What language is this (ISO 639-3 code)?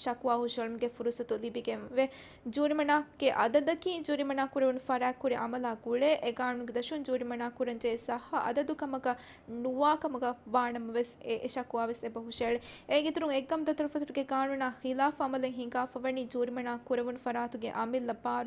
div